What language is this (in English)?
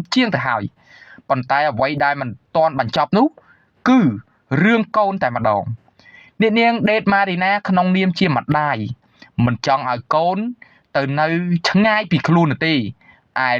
Khmer